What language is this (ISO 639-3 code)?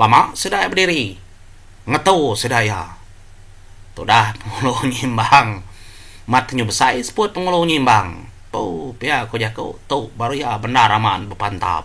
iba